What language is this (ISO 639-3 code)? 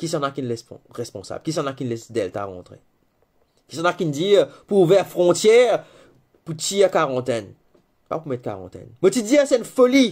mfe